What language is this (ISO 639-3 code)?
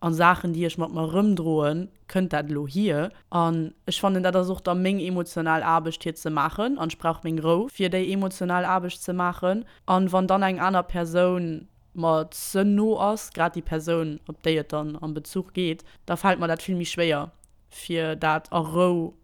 ltz